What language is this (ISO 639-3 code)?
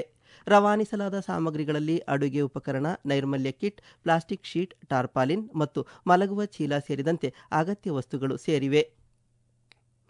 kan